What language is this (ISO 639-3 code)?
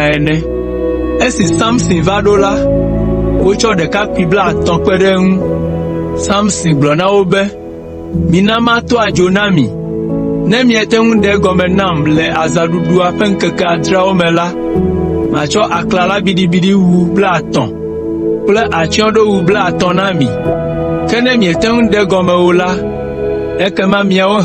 ewe